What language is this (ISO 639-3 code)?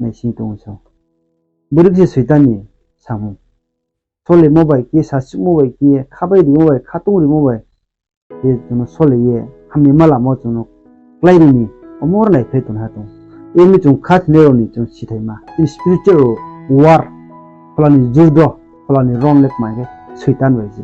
ria